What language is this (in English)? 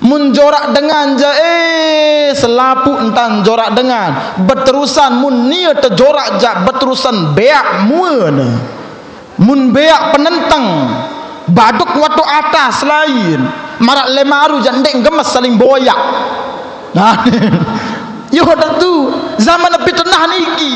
Sasak